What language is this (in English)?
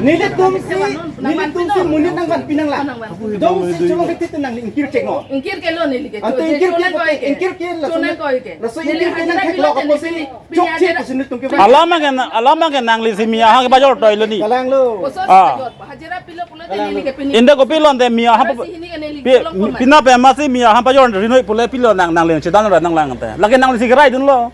Karbi